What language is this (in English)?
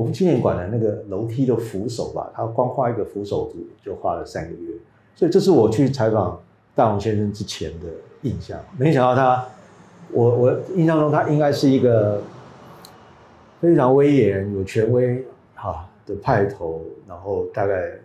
Chinese